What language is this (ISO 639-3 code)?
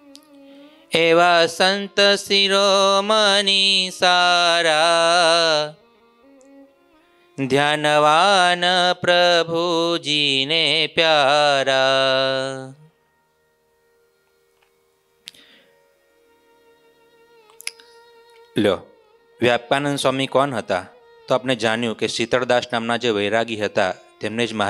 guj